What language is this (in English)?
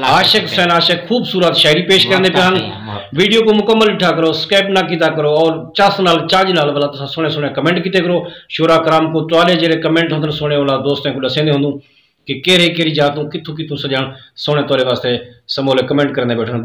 Saraiki